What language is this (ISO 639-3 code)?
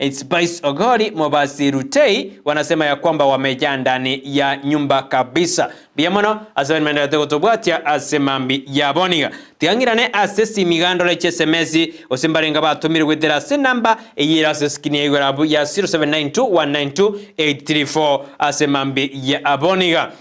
guz